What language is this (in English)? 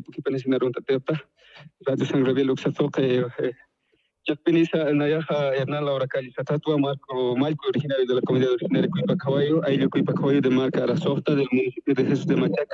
Aymara